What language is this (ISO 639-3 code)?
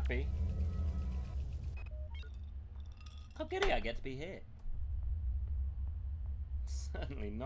eng